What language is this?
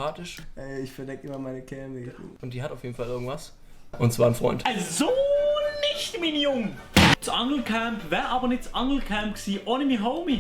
Swiss German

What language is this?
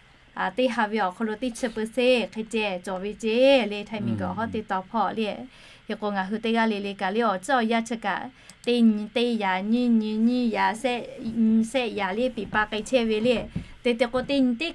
Lahu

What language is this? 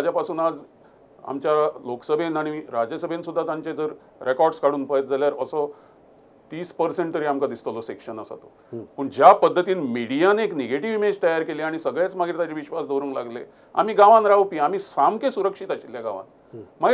Konkani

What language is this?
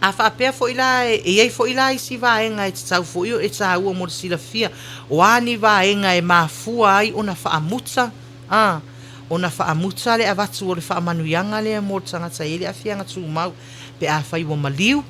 Samoan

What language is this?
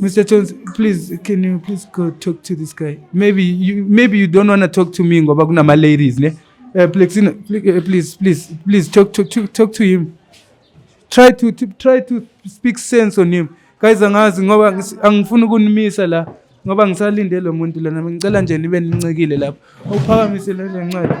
Zulu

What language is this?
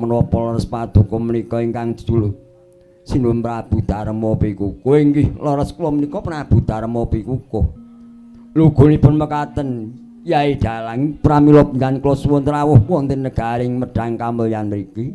Javanese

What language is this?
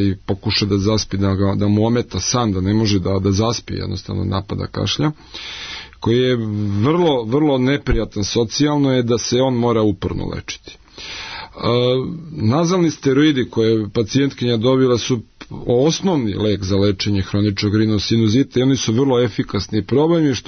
Serbian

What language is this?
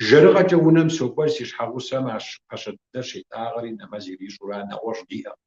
Kabardian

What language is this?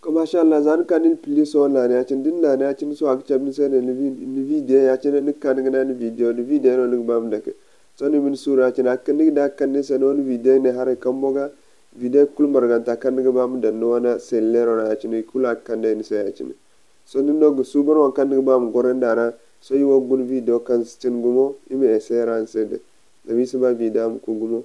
Zarma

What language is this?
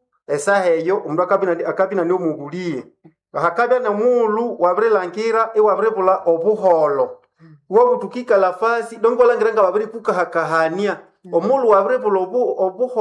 Nande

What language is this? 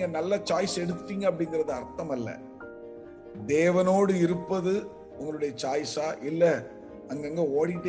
Tamil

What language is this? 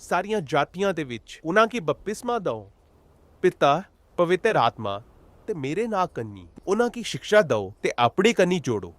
Dogri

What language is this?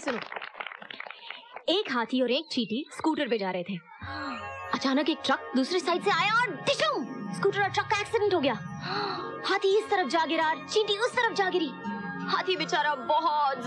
Hindi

